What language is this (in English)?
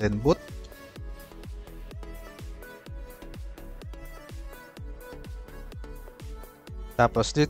Filipino